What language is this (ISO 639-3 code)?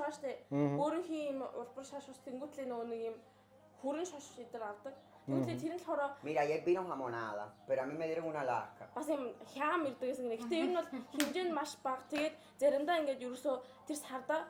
mon